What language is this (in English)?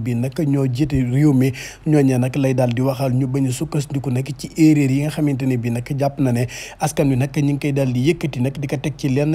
Wolof